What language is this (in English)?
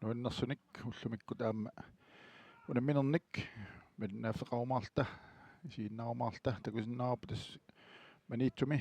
Kalaallisut